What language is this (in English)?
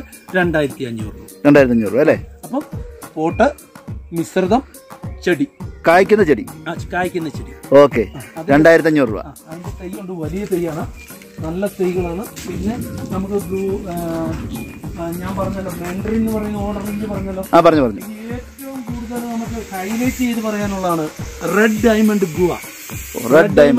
Malayalam